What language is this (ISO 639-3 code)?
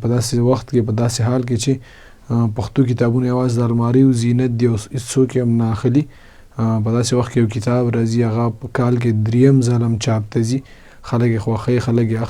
pus